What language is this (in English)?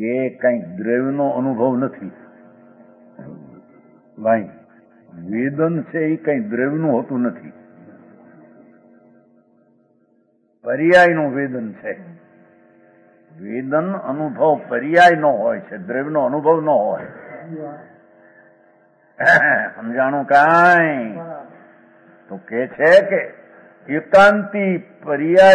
Gujarati